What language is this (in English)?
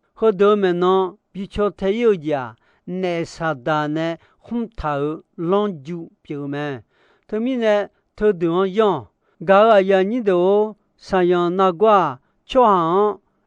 Akha